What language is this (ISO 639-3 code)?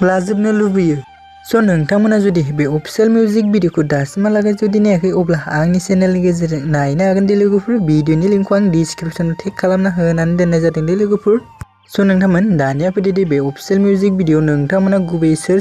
brx